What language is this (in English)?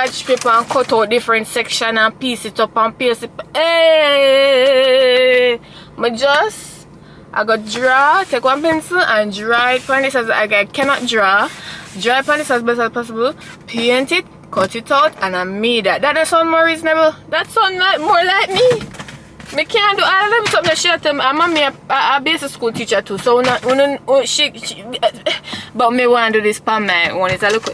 Jamaican Creole English